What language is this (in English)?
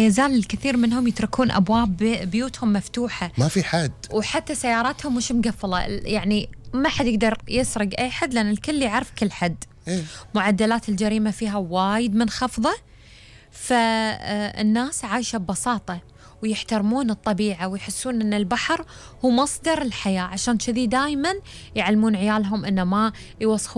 Gulf Arabic